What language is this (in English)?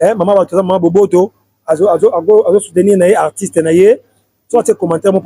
Lingala